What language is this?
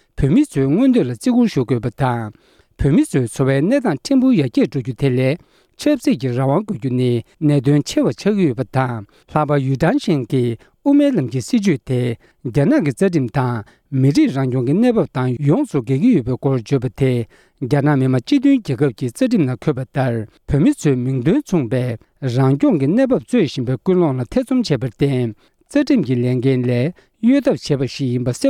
Tibetan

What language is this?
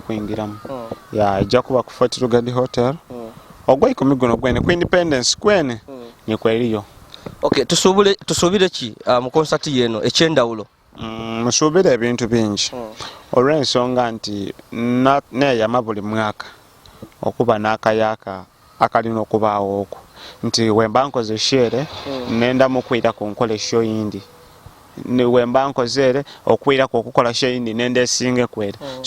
Ganda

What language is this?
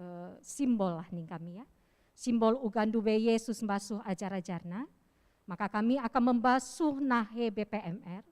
Batak Karo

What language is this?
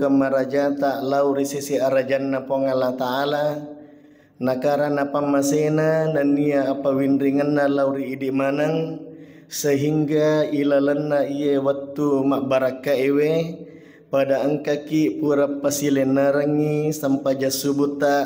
Buginese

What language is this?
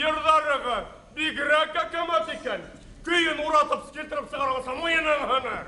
Bashkir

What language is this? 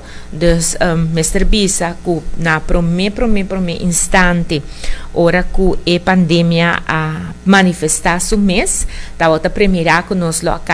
Papiamento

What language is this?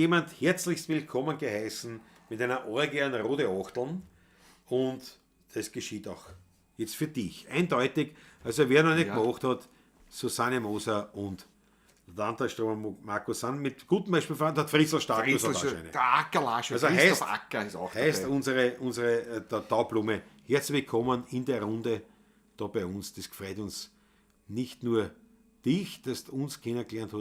Bavarian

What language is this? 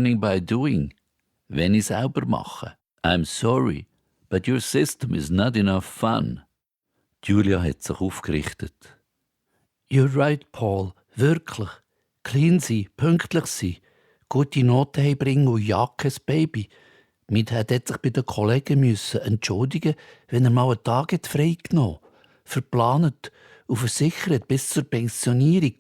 Swiss German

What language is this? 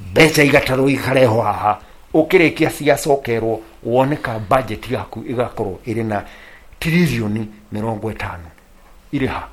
Kikuyu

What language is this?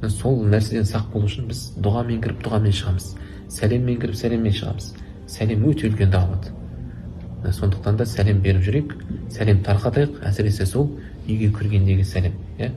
Kazakh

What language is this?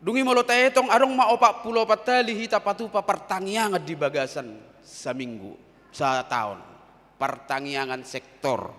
Batak Toba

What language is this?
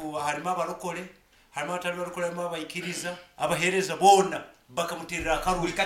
Nyankole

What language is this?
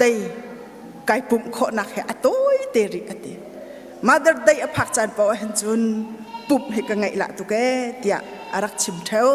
Hakha Chin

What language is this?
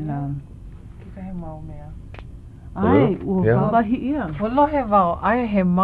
Hawaiian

